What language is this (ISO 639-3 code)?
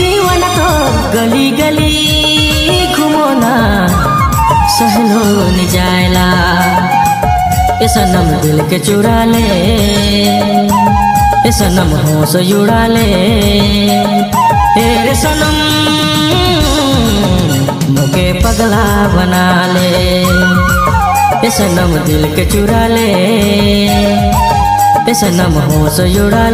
sck